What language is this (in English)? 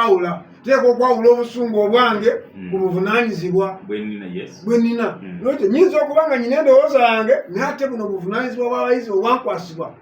Ganda